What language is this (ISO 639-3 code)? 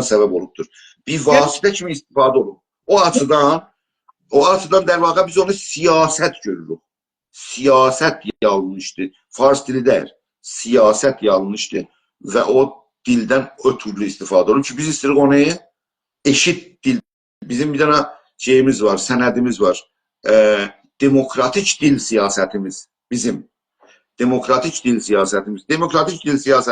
azb